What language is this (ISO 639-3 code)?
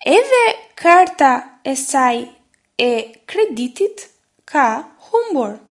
sqi